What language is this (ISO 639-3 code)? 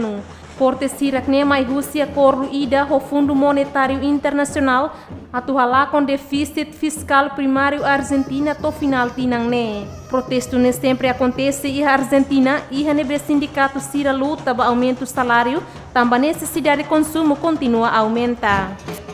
tet